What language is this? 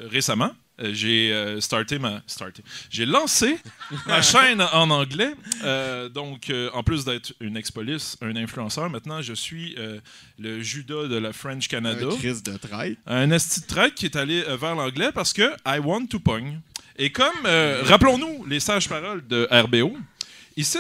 French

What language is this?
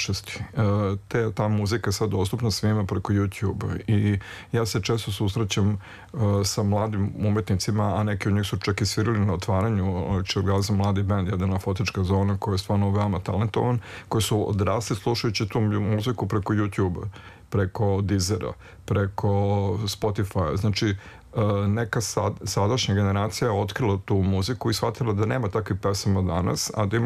Serbian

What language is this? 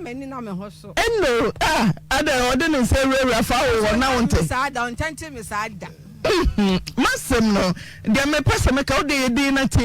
Akan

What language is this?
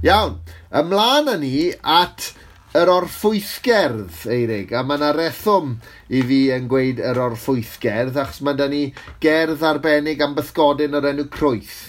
Welsh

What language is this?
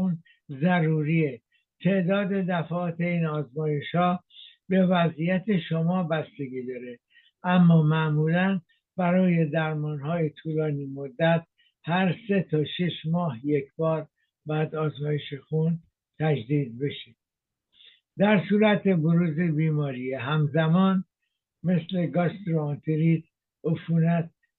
Persian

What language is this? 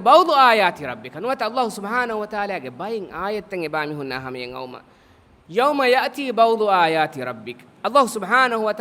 Divehi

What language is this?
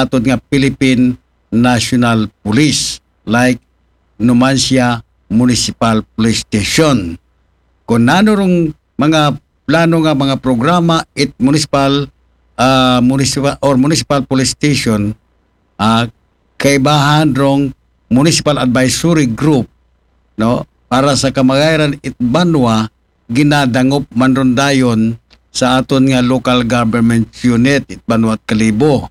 Aklanon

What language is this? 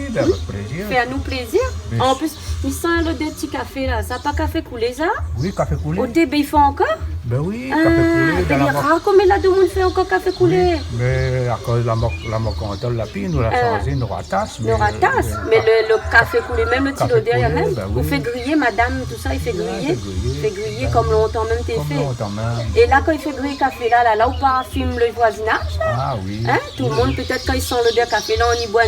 Réunion Creole French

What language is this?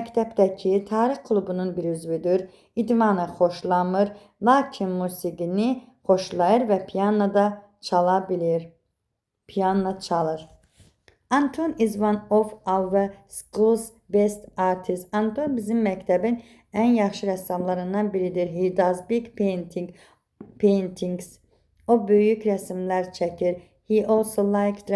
Azerbaijani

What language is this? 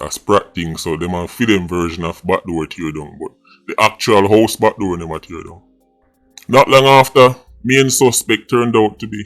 Jamaican Creole English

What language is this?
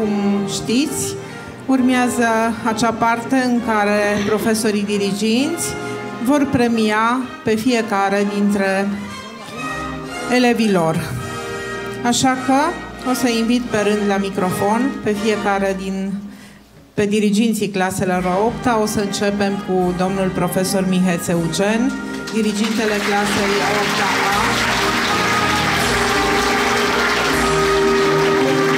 Romanian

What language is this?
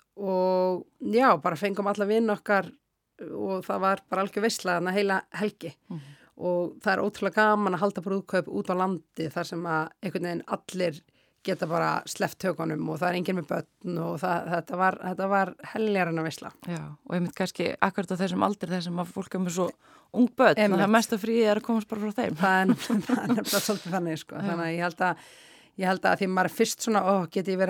Icelandic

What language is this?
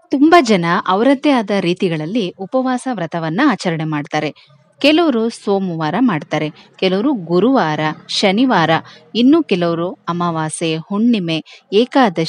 Kannada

